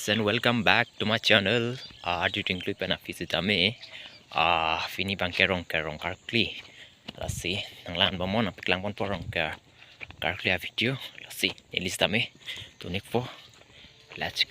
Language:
Karbi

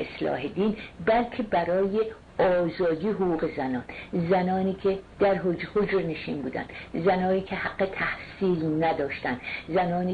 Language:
Persian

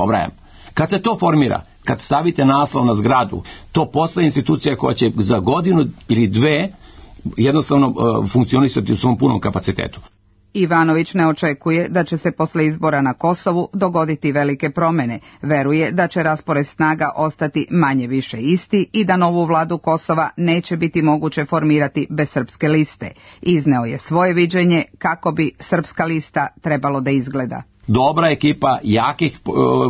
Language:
Serbian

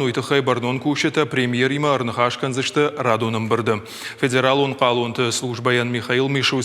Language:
Ossetic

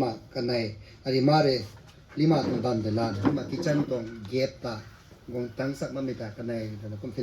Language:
Rongmei Naga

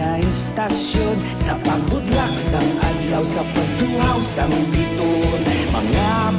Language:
Hiligaynon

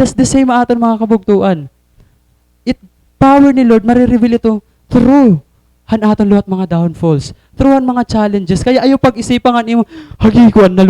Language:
Waray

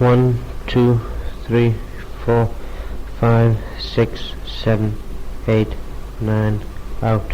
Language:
Manx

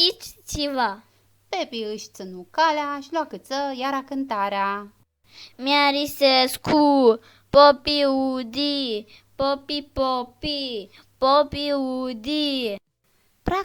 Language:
Aromanian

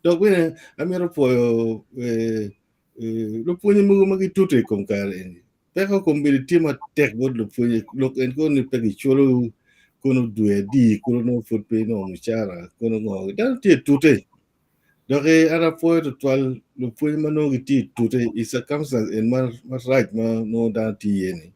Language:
Acoli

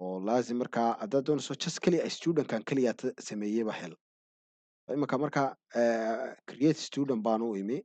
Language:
Somali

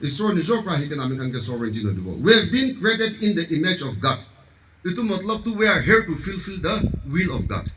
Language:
Naga Pidgin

